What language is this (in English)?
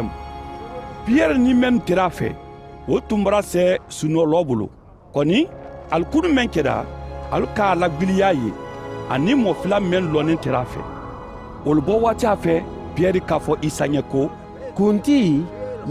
Mandingo